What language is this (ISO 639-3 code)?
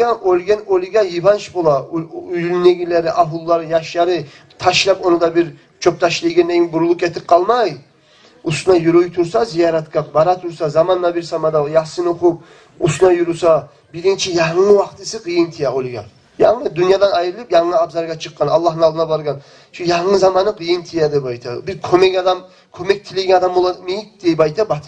kum